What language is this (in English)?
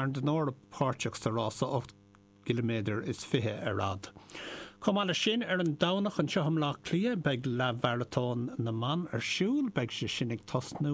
Irish